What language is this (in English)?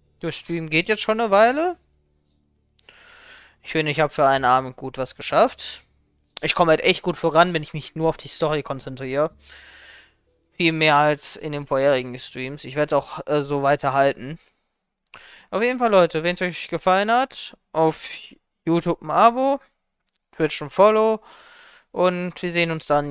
German